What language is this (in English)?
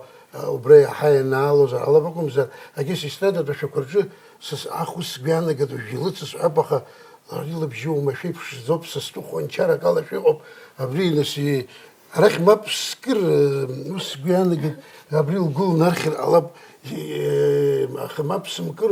Abkhazian